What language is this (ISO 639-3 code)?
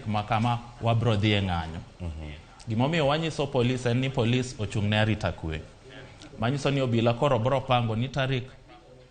luo